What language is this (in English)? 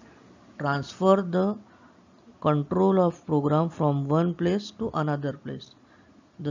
English